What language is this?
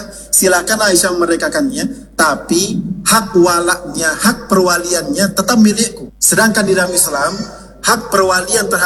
Indonesian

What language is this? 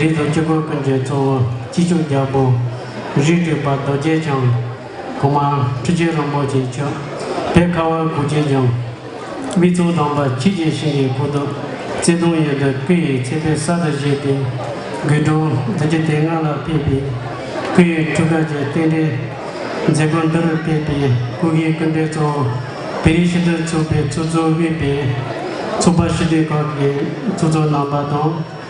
Tibetan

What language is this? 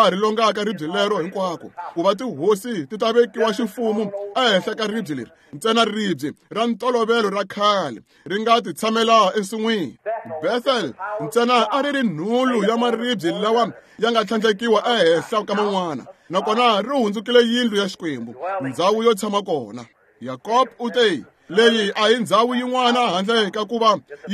Tsonga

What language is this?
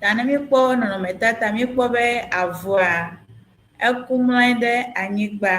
Ewe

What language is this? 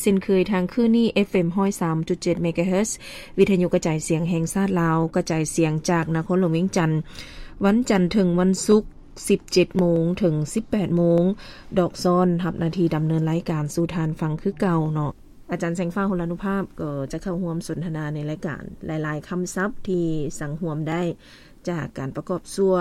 Lao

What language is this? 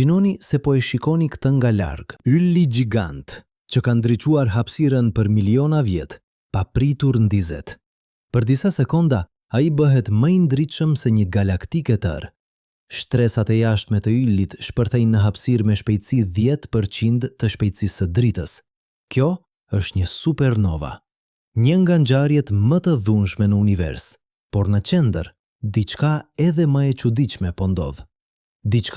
Albanian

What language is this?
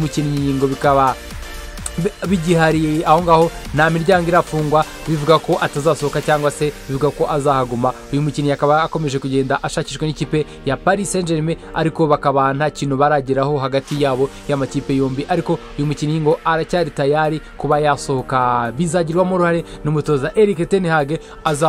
Kinyarwanda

